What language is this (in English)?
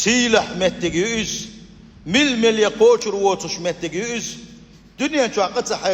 Chechen